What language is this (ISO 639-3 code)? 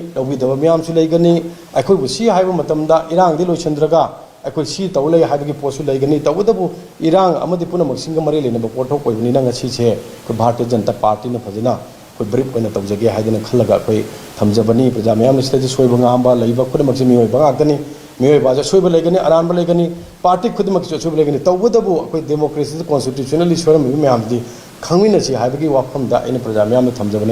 mni